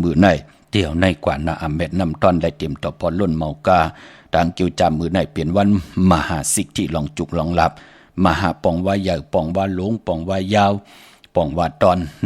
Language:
Shan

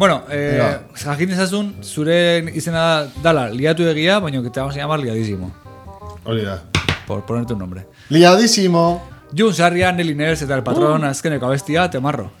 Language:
Basque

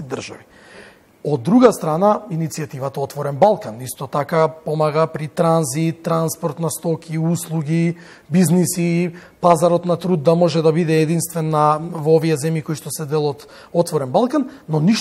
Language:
Macedonian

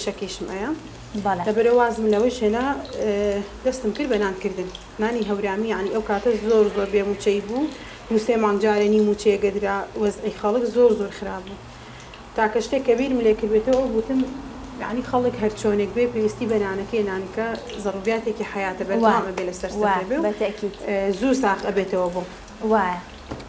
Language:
Central Kurdish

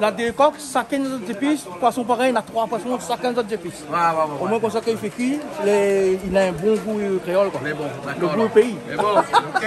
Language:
Réunion Creole French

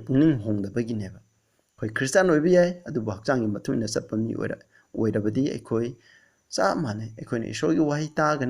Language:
Manipuri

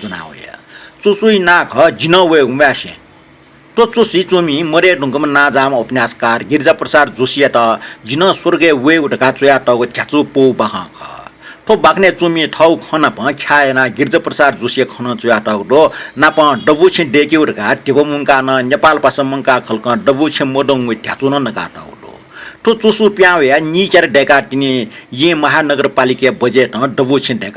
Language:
Newari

